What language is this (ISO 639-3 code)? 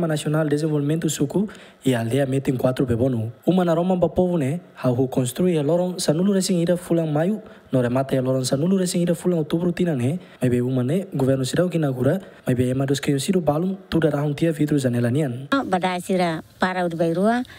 tet